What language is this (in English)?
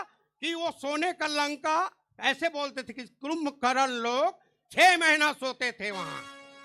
Chhattisgarhi